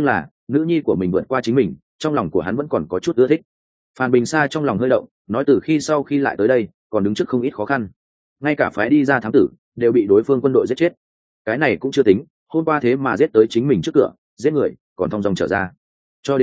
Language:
Vietnamese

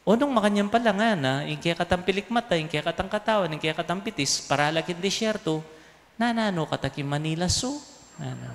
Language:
Pampanga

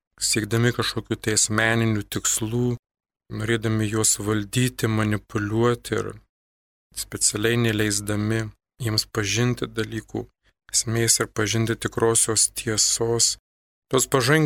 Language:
Lithuanian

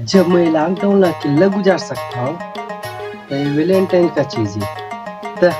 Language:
Chhattisgarhi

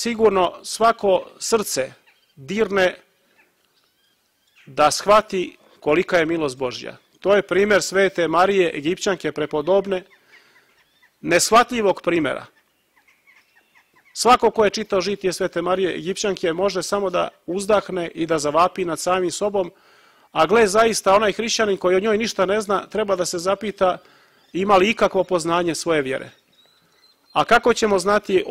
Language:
Serbian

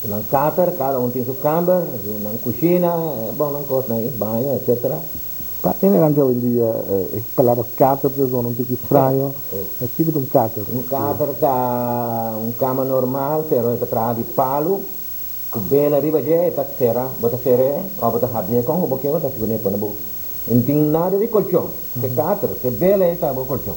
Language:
Papiamento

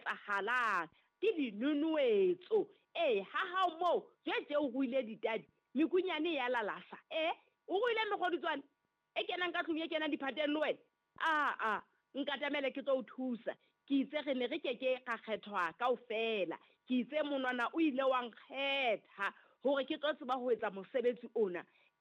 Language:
Southern Sotho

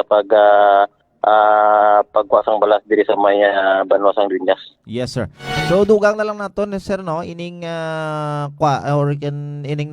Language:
Hiligaynon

